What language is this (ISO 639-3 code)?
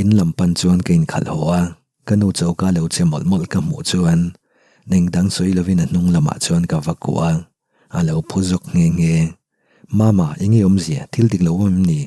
lus